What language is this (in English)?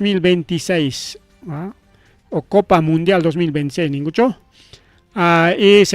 Ayacucho Quechua